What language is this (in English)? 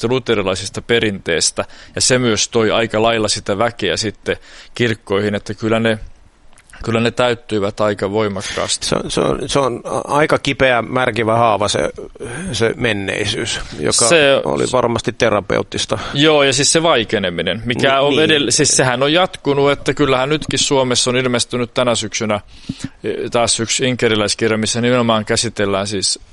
Finnish